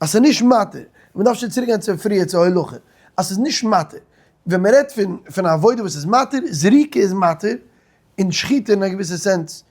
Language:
Yiddish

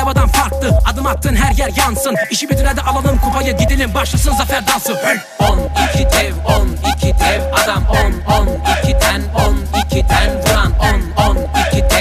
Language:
Turkish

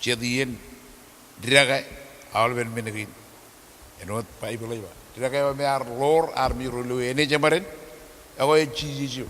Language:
Marshallese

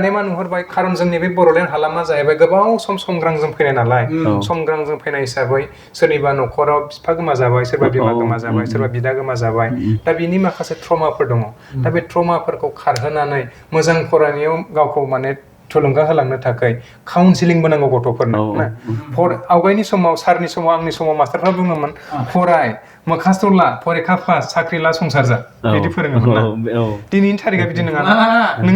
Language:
Bodo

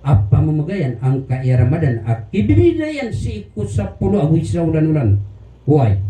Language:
Maranao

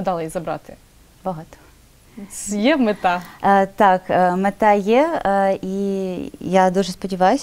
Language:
Ukrainian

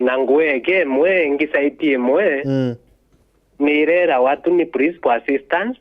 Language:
Meru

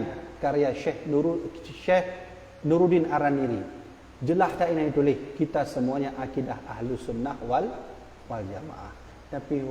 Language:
Achinese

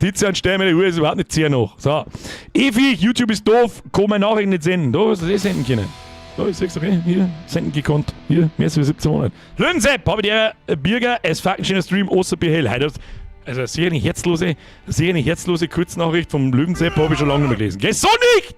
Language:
Bavarian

